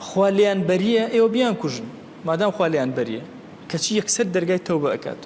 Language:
Central Kurdish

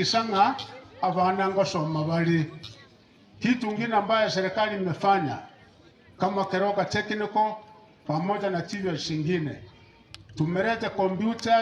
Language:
Gusii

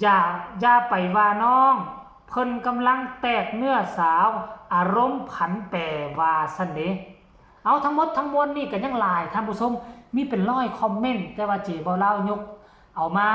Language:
Northeastern Thai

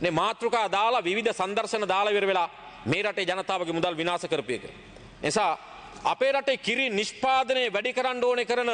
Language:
Sinhala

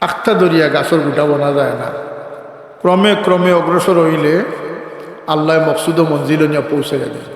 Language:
Sylheti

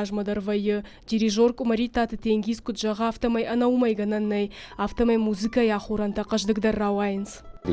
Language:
Ossetic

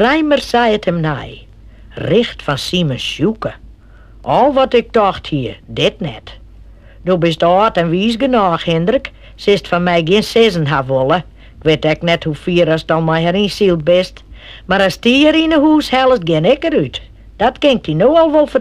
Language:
Western Frisian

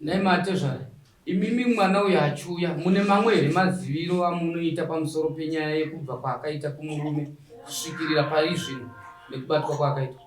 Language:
Shona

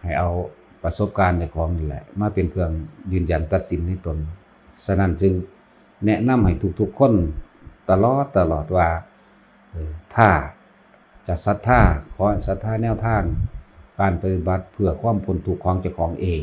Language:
Lao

